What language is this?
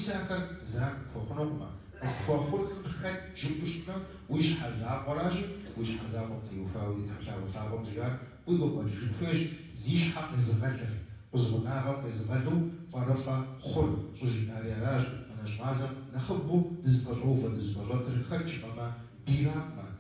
Kabardian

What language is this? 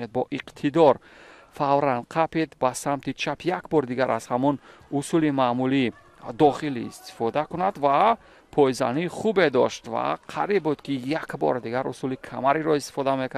Tajik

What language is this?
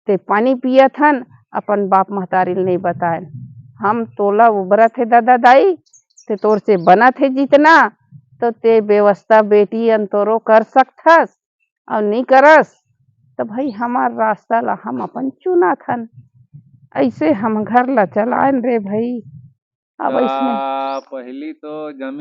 Chhattisgarhi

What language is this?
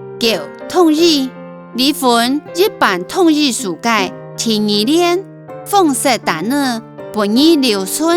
Hakka Chinese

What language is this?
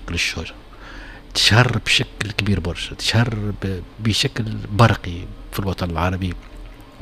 Tunisian Arabic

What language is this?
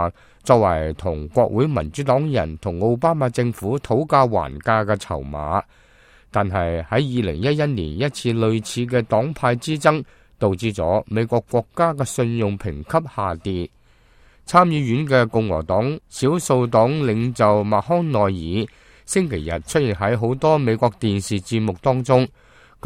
Cantonese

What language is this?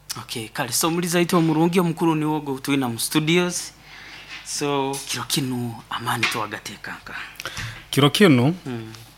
Nyankole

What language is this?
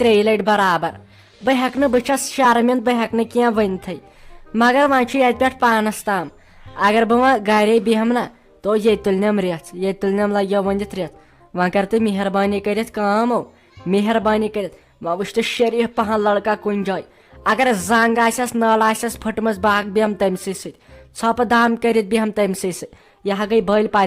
Kashmiri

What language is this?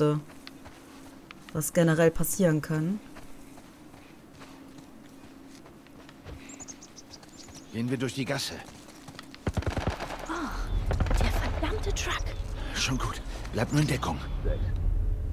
German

